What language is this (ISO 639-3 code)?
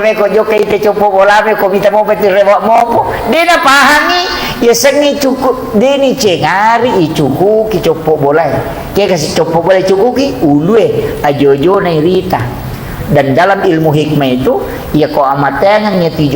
bug